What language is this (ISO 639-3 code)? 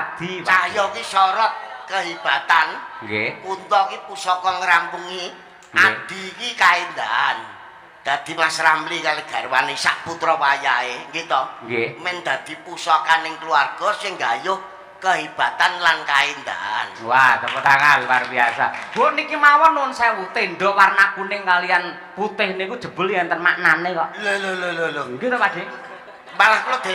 jav